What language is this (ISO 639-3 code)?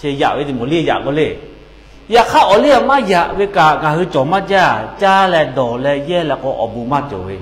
lhu